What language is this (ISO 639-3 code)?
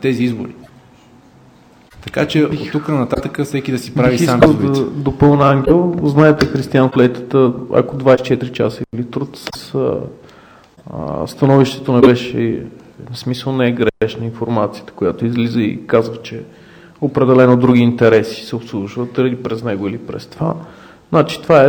bul